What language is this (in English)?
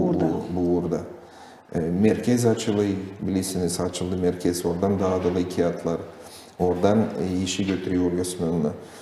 Gagauz